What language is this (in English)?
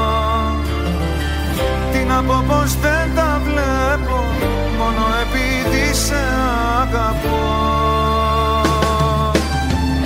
Greek